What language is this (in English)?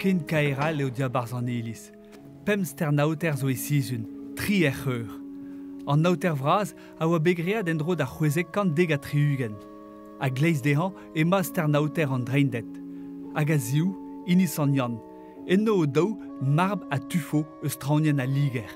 Breton